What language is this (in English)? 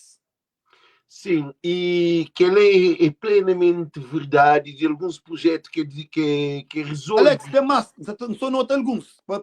Kabuverdianu